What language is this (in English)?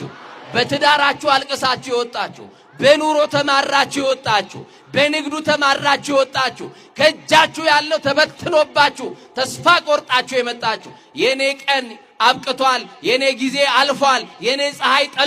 Amharic